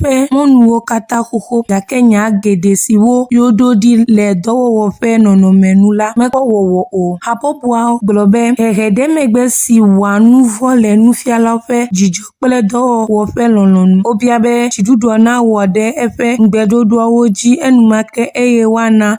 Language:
Ewe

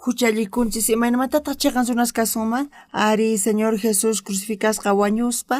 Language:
South Bolivian Quechua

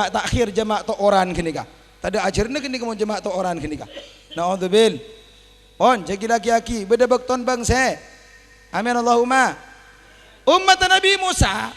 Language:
Madurese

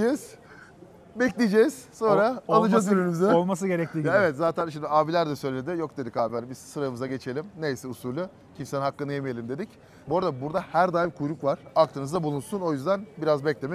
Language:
Turkish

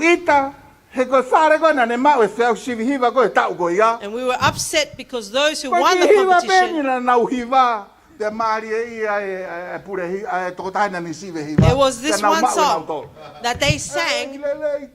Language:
Tongan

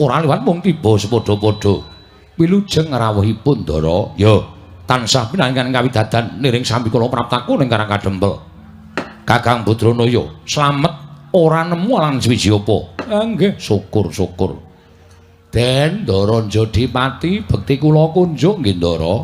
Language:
Javanese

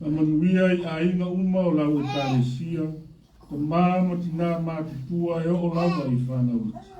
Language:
Samoan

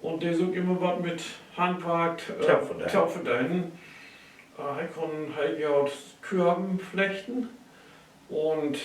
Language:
Low German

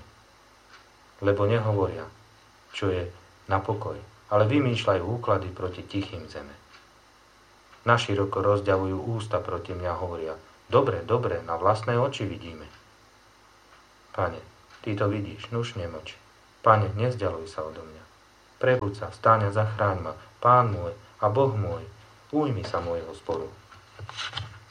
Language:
Slovak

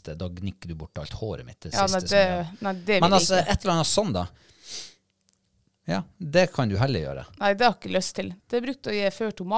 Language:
Norwegian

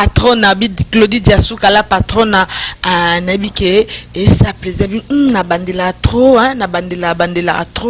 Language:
Lingala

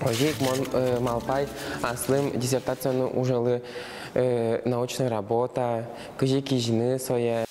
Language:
Udmurt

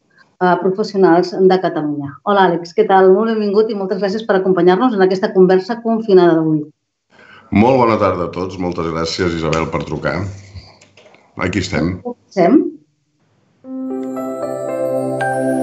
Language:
Catalan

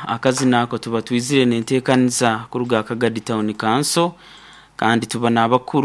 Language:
Nyoro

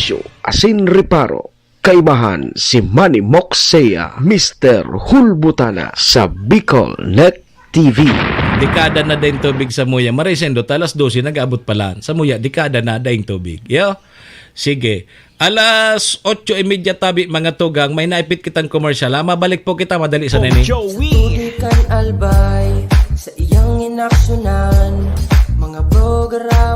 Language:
Bikol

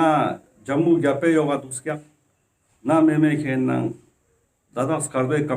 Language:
Ladakhi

